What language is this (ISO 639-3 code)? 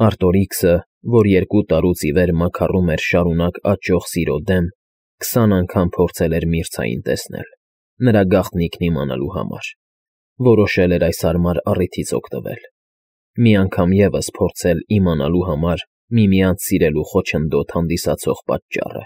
hye